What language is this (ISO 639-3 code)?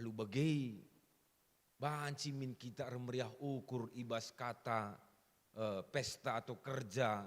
btx